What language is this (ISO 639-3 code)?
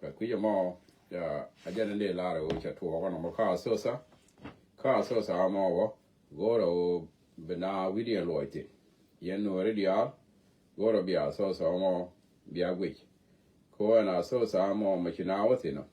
nus